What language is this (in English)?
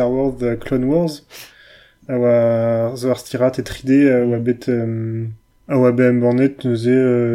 Breton